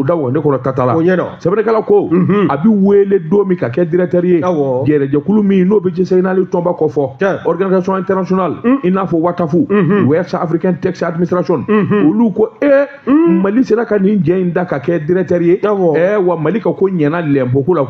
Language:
Bambara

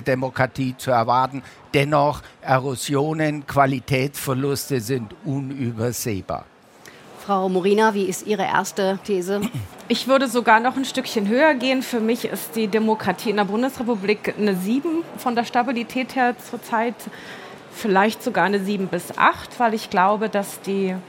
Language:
German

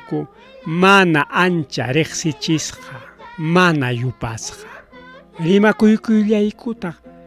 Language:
Ayacucho Quechua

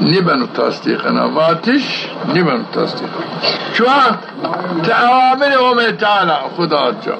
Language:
Zaza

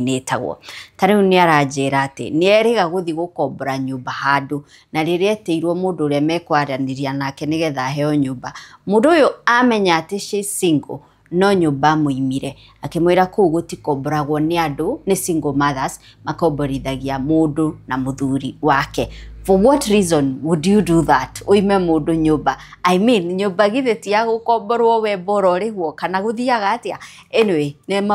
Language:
Kikuyu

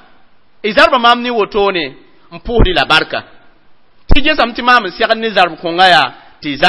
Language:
Mossi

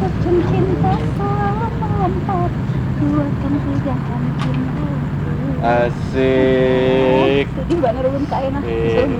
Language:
Banjar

